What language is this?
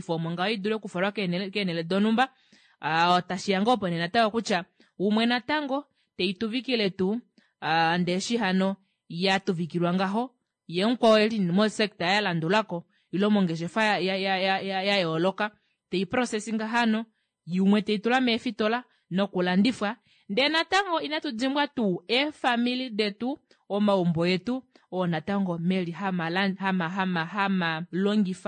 Kuanyama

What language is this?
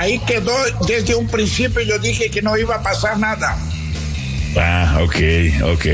Spanish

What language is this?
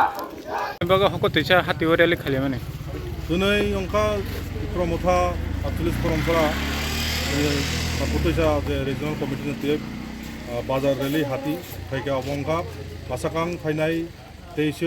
Kok Borok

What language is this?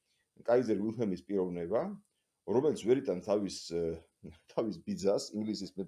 Georgian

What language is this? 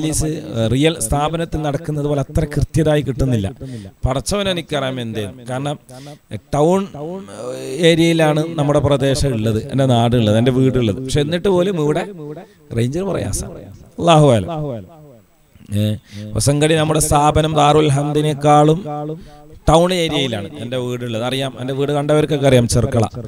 Malayalam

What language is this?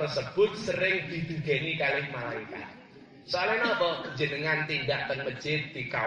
Javanese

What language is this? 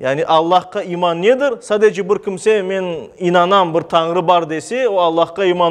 Crimean Tatar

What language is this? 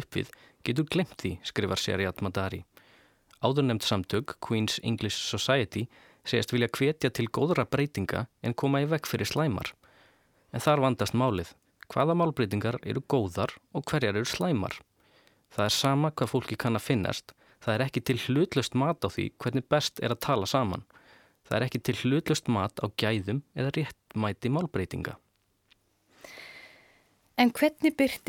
Icelandic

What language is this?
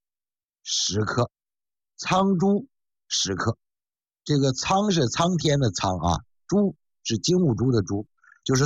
Chinese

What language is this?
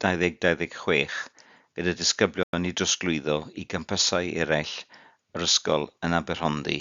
Welsh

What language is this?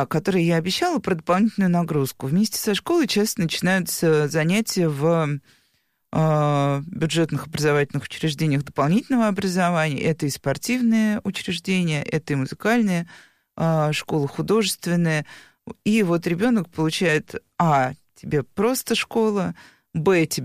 Russian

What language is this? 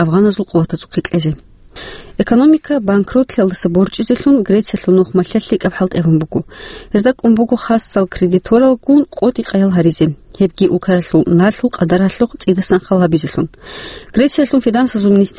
Avaric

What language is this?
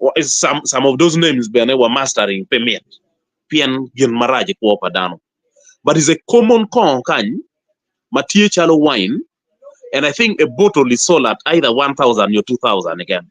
Acoli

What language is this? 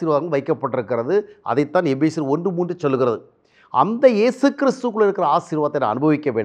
Tamil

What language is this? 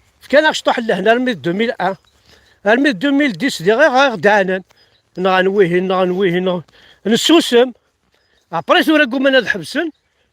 Kabyle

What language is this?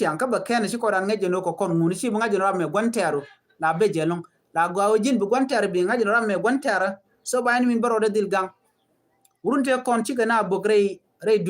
Nuer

